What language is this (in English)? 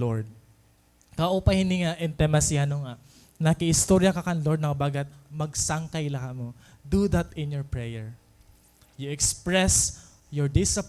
Waray